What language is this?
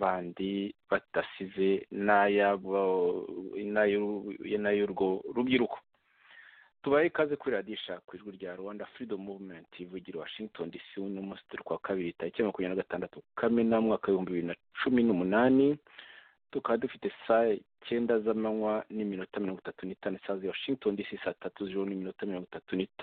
Kinyarwanda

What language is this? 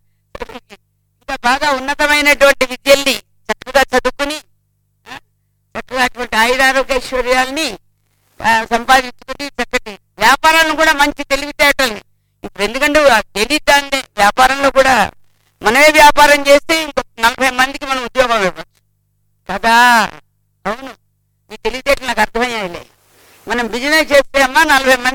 Telugu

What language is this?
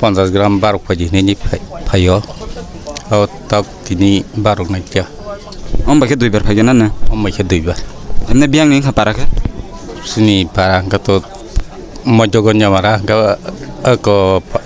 Kok Borok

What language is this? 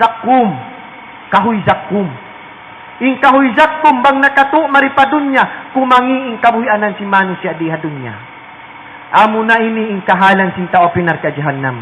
Tausug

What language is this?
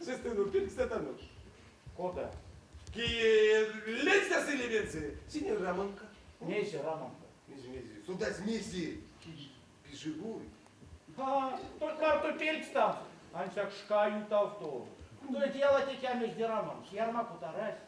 Erzya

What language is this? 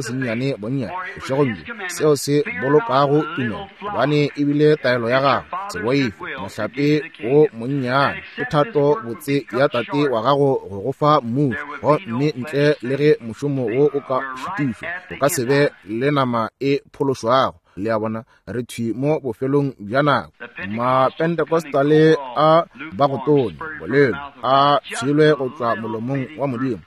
Northern Sotho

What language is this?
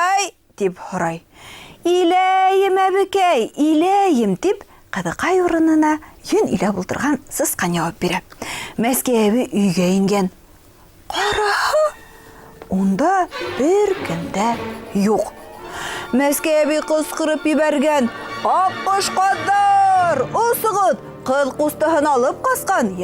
Bashkir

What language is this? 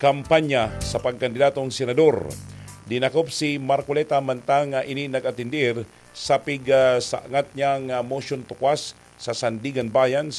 Bikol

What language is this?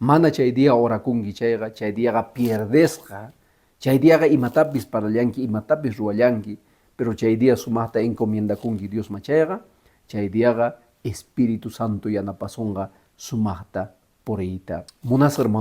Quechua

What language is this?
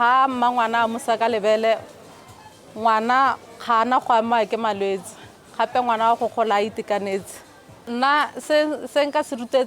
Tswana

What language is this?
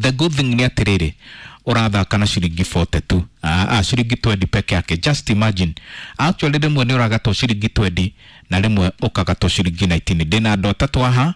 Kikuyu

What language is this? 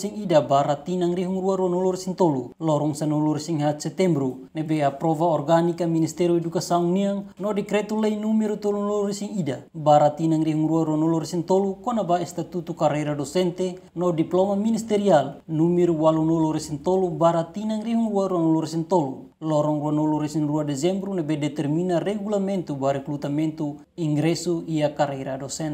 Tetum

